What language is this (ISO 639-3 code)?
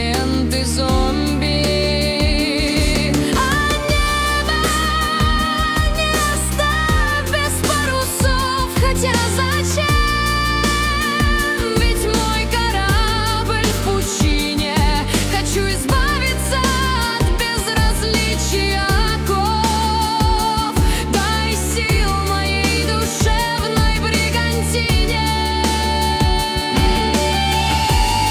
rus